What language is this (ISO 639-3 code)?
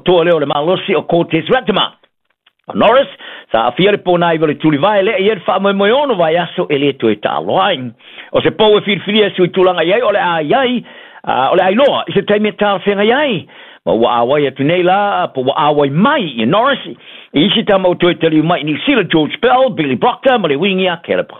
smo